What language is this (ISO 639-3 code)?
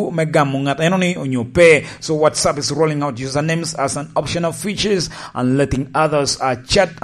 laj